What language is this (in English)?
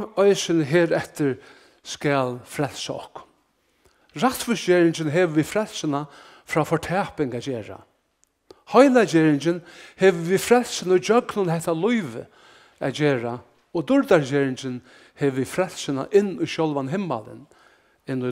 Faroese